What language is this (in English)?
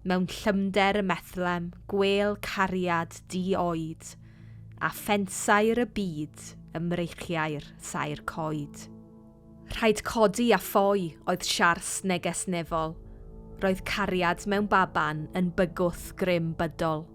Welsh